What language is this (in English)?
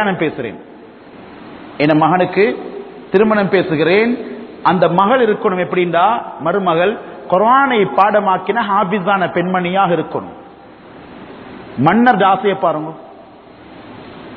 Tamil